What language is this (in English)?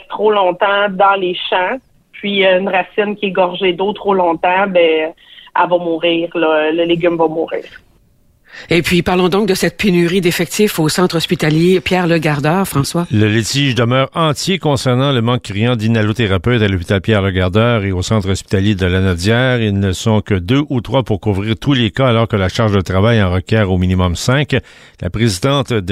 French